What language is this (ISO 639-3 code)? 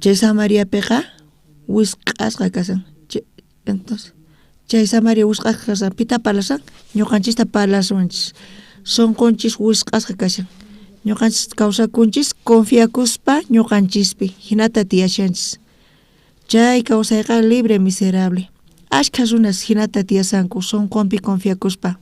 quh